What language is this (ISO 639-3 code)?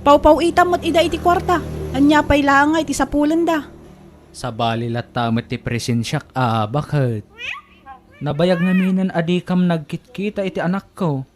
ilo